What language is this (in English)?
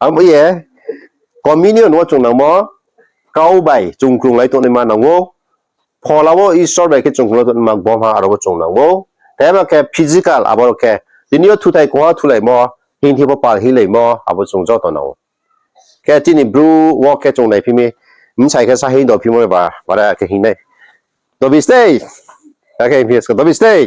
Riang (India)